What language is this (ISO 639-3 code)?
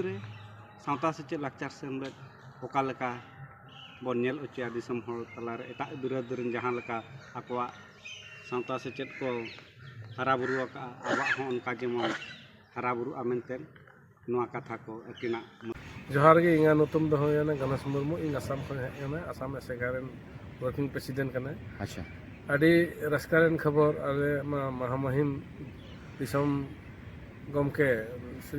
sat